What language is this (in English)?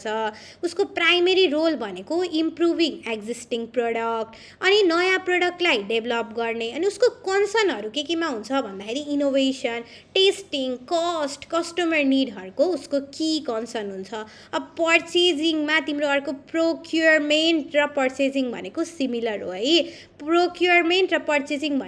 Nepali